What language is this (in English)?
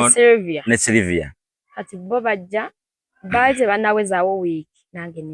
Ganda